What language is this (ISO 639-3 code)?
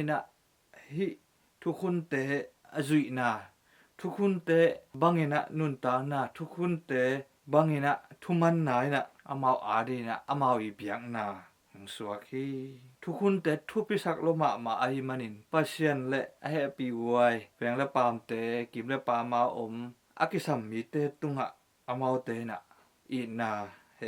ctd